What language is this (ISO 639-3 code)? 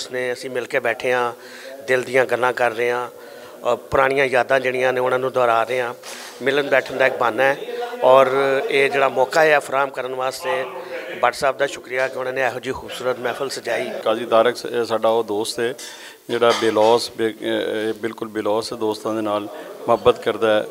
lah